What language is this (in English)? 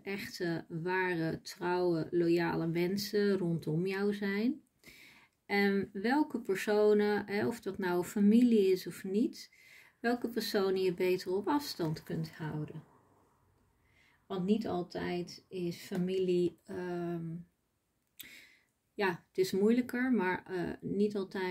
Dutch